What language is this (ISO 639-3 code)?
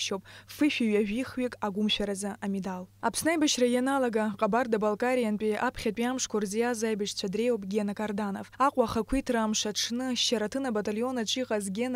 abk